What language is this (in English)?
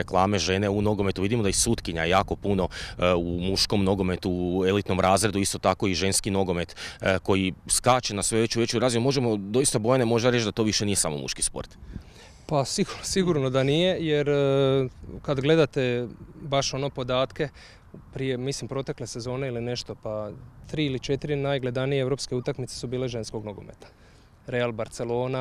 Croatian